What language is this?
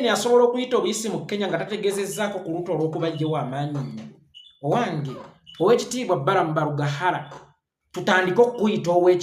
Ganda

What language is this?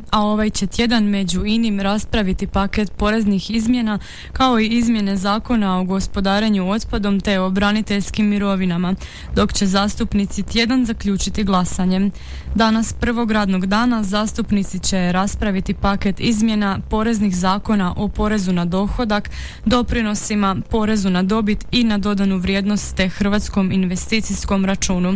Croatian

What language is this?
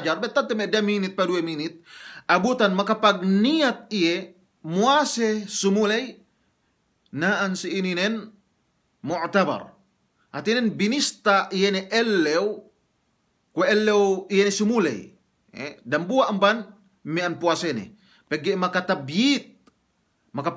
Yakan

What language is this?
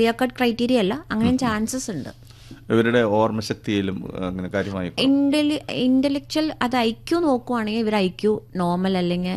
Malayalam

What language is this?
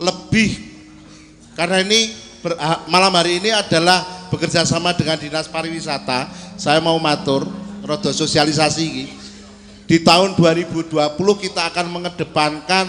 Javanese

